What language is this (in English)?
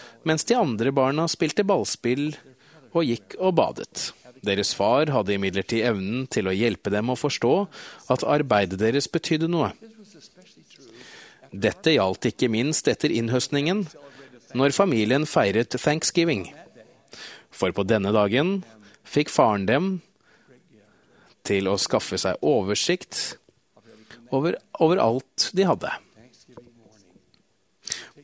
Norwegian